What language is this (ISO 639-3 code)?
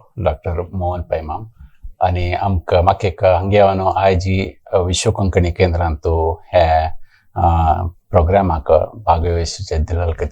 kok